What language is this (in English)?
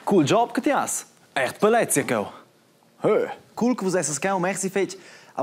Romansh